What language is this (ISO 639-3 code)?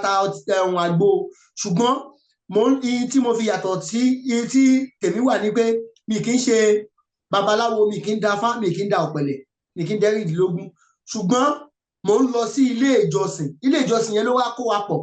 yor